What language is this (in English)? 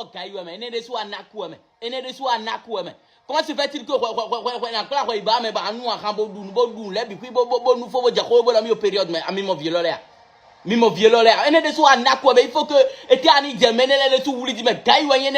Fon